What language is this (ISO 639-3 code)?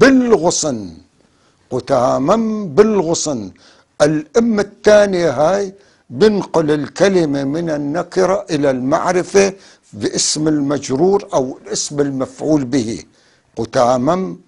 apc